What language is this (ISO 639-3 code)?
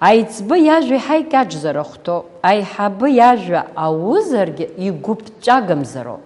abk